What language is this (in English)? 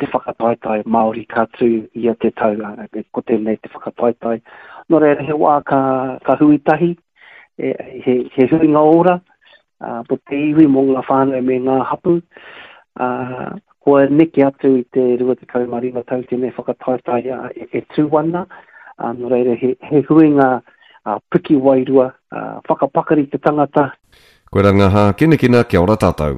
Māori